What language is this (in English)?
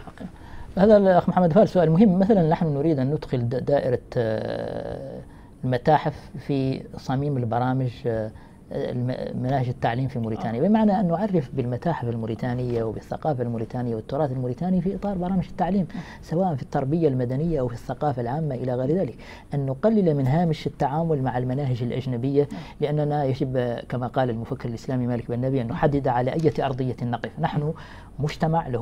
Arabic